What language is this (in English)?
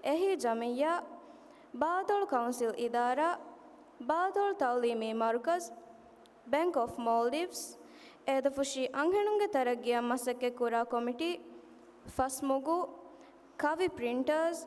Divehi